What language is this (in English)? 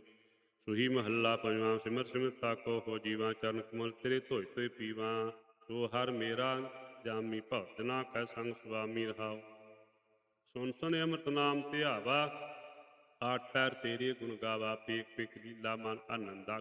Punjabi